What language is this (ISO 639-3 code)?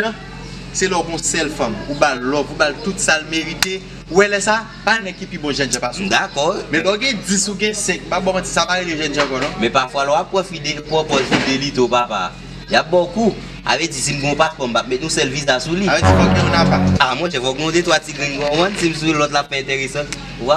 hat